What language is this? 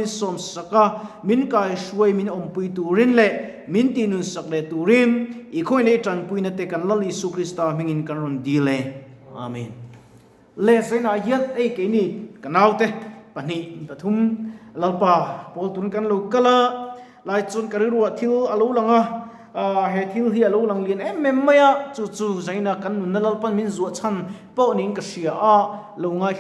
Mizo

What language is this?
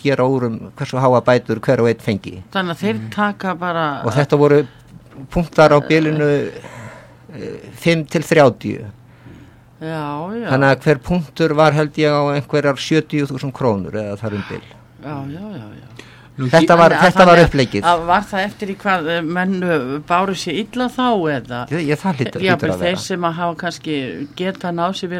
Icelandic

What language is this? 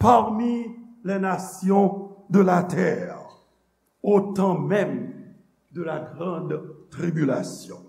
Haitian Creole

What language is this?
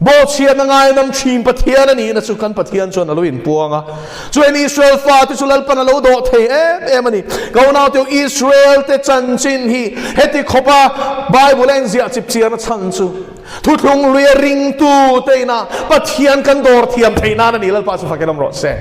Mizo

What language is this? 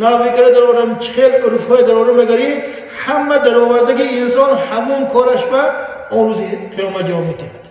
Tajik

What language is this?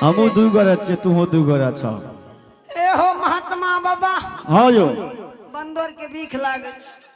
Angika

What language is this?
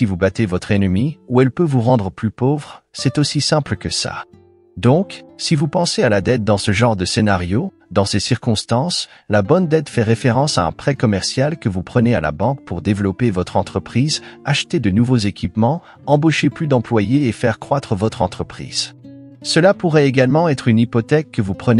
French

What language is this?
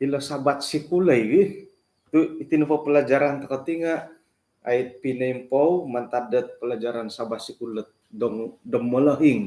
Central Dusun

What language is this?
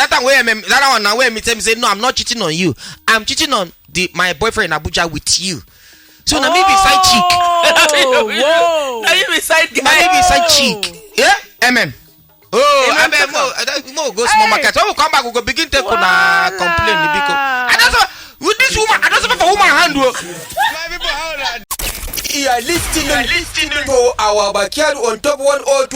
Nigerian Pidgin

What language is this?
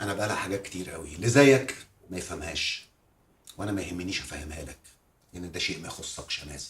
Egyptian Arabic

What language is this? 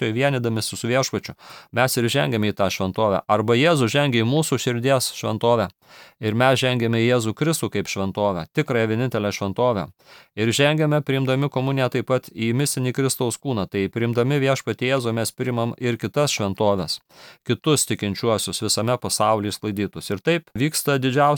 Lithuanian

